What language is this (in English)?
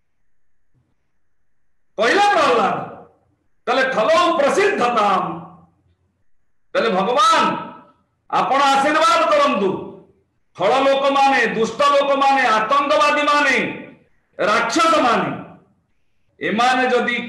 Odia